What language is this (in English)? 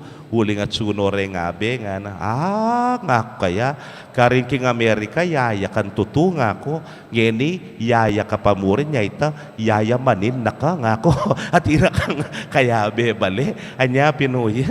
Pampanga